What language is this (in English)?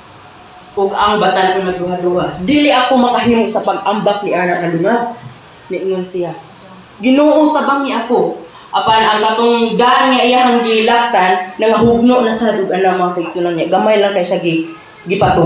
Cebuano